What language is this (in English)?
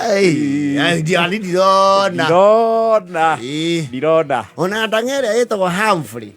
Kikuyu